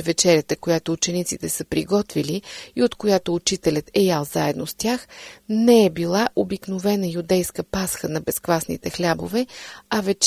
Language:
Bulgarian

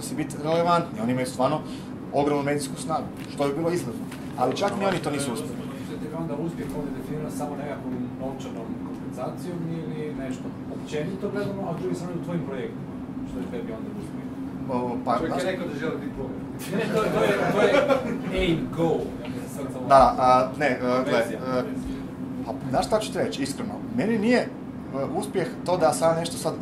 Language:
Croatian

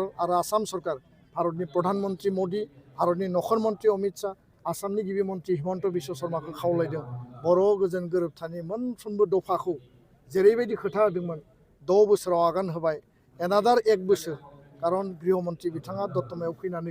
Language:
Bodo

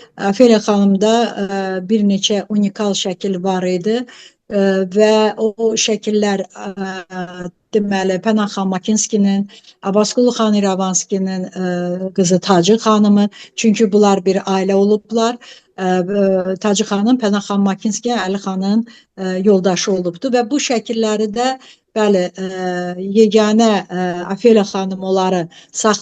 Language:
Azerbaijani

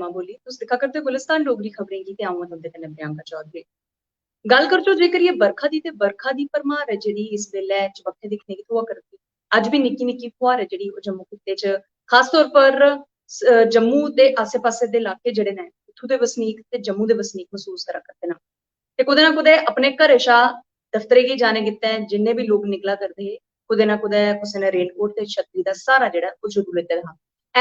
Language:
Dogri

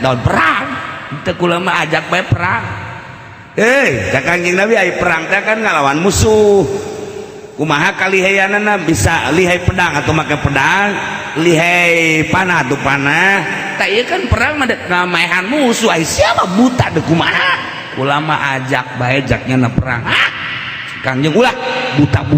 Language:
Sundanese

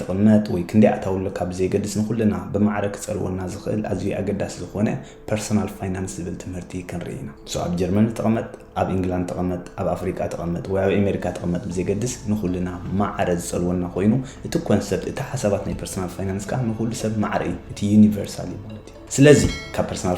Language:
Tigrinya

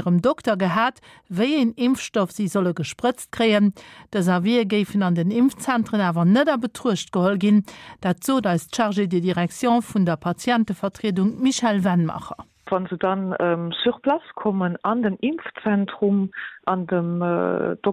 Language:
Luxembourgish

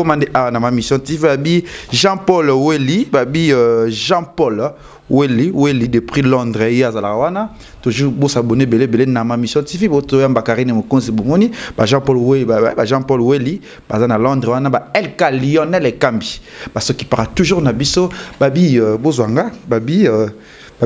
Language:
Lingala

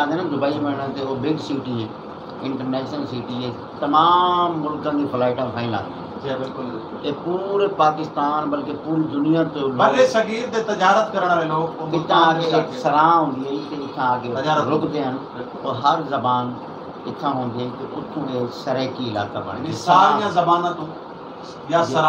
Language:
Saraiki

